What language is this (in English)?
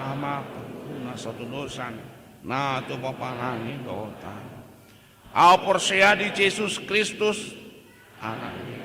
Batak Toba